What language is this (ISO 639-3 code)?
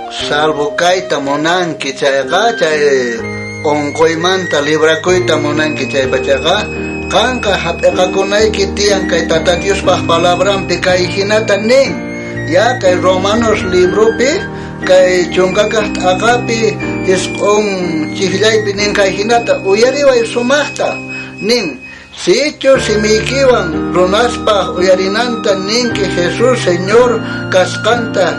quh